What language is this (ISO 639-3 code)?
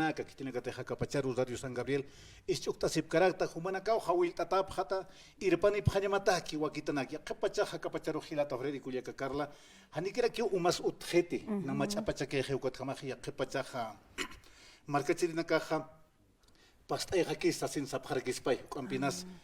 aym